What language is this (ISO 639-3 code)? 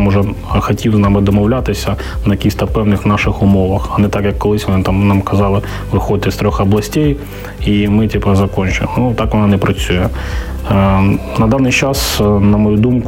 ukr